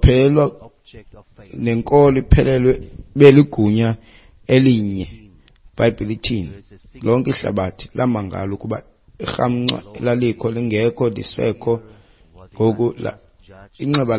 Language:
Xhosa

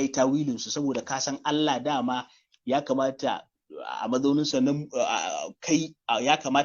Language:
Hausa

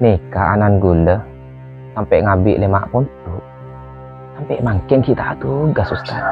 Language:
Madurese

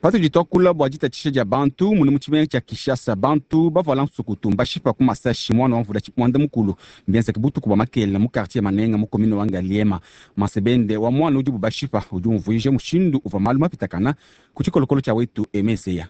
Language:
Luba-Lulua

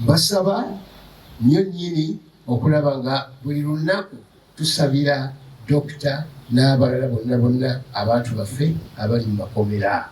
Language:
Ganda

